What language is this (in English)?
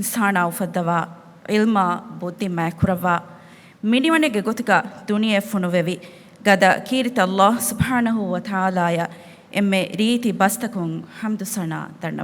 Divehi